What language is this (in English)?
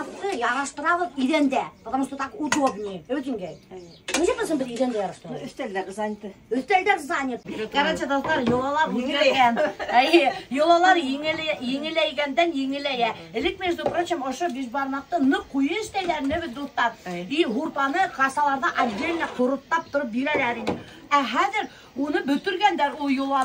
Bashkir